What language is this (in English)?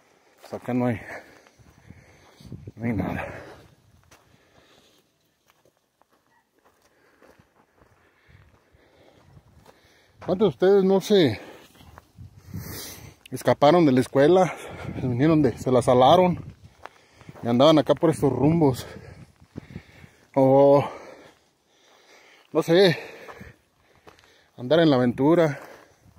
Spanish